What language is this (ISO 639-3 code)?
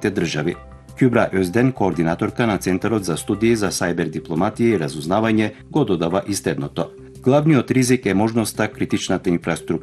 mkd